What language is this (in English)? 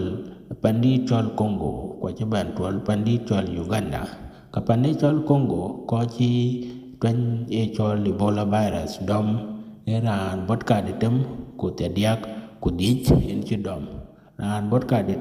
Dinka